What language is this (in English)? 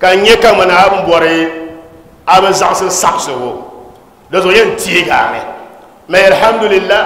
Dagbani